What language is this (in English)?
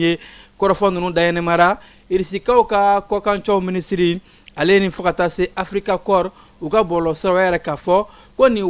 Bambara